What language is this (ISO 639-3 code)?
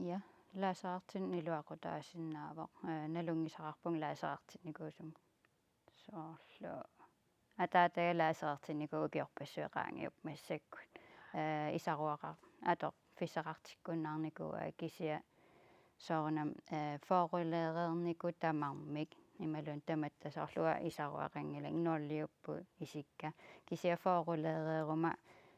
kal